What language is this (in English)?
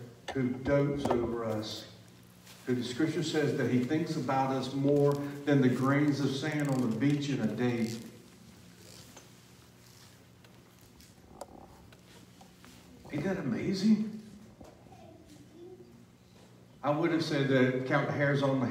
English